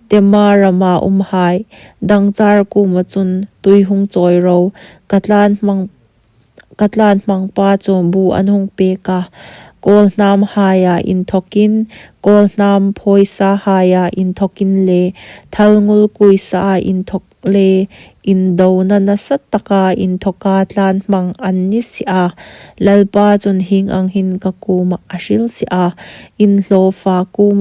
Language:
Hmar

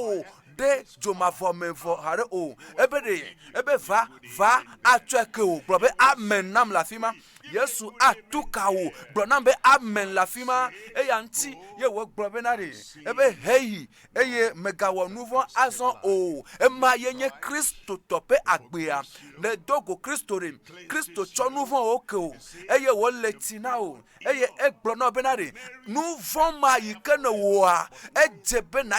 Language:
Ewe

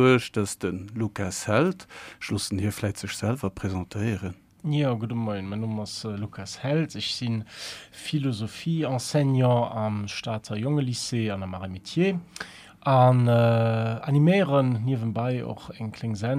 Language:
Luxembourgish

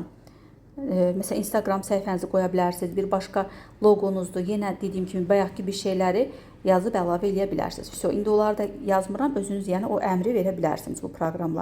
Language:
Azerbaijani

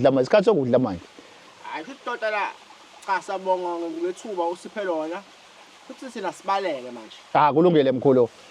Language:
Zulu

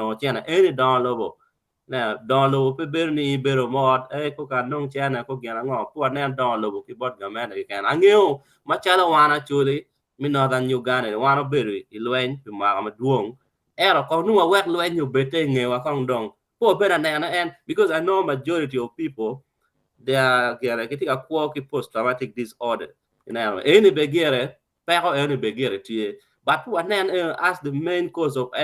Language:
Acoli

